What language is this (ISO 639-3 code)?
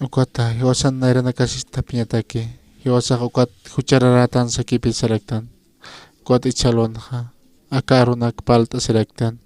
aym